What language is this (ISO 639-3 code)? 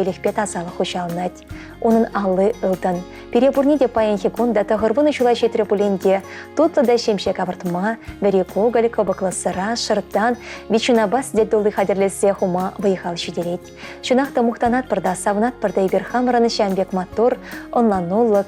chv